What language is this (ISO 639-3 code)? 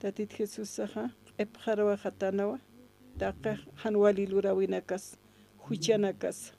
aym